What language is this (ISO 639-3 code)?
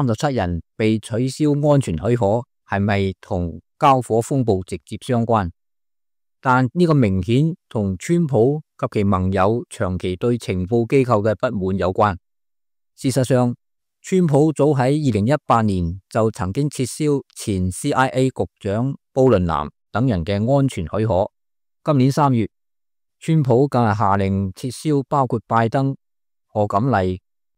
yue